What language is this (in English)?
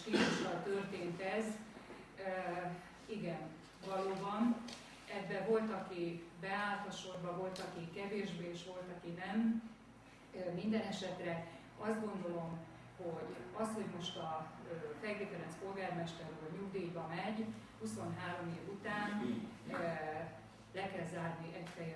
Hungarian